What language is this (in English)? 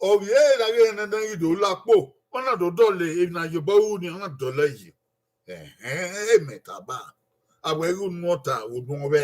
Bini